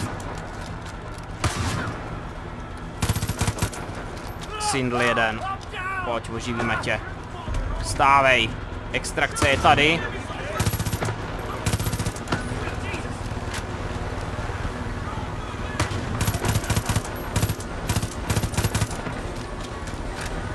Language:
Czech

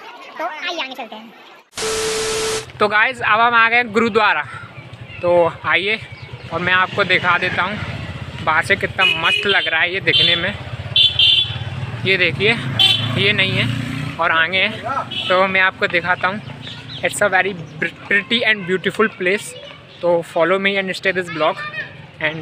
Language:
Hindi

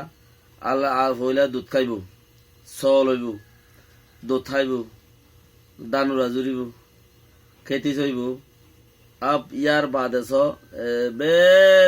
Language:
Rohingya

